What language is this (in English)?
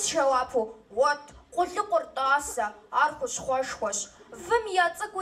Kabardian